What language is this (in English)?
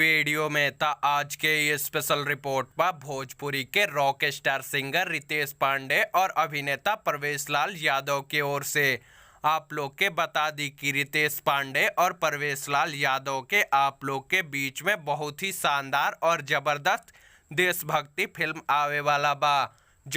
Bhojpuri